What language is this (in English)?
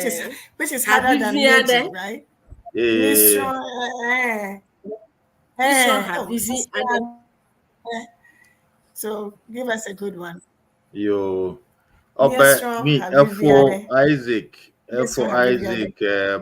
Ewe